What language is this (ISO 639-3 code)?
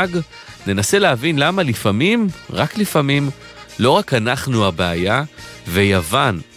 heb